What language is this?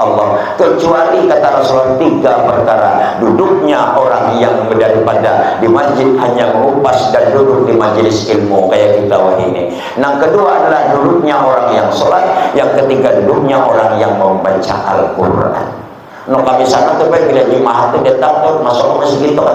Banjar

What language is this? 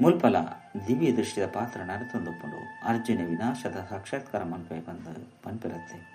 Tulu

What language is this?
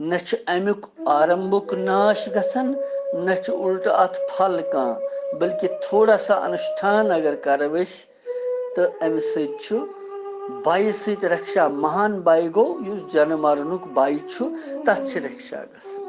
Kashmiri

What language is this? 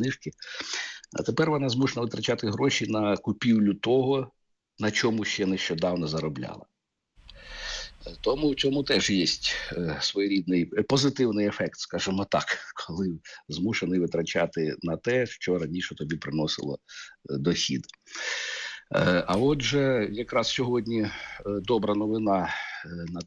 Ukrainian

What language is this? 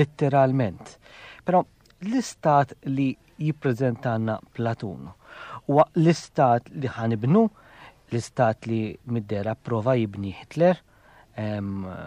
Maltese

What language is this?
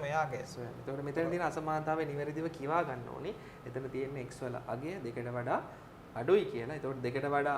Sinhala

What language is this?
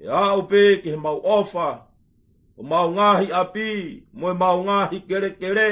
Tongan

